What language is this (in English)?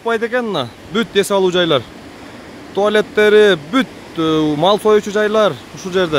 Kyrgyz